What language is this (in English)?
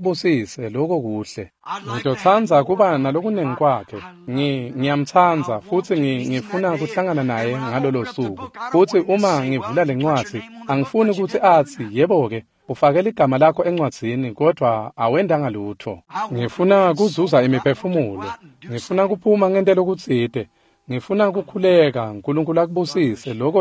Swati